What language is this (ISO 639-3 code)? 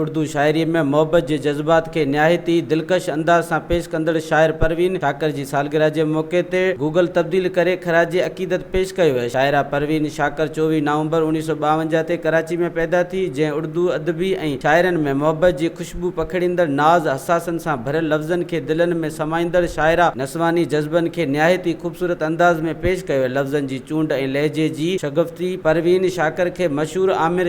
snd